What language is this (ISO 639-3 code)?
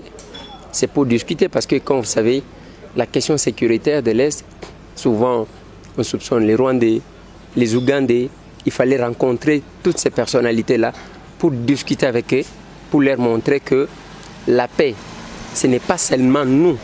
fra